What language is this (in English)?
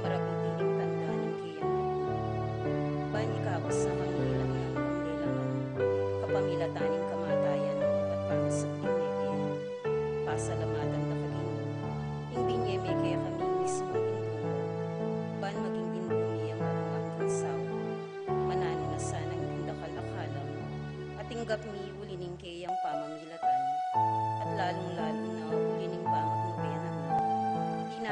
Pampanga